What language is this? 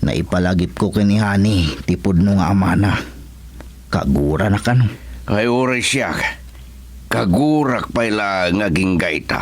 Iloko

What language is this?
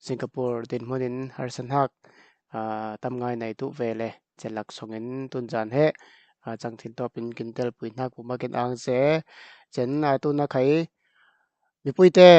Falam Chin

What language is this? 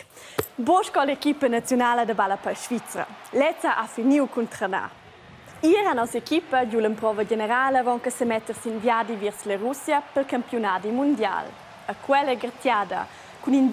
Romansh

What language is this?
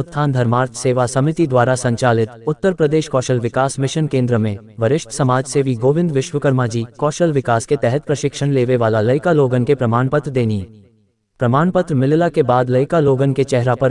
Bhojpuri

